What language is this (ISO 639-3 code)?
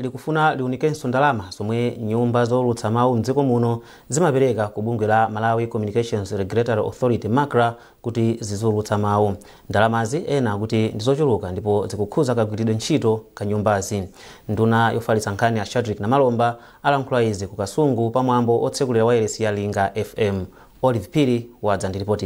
nya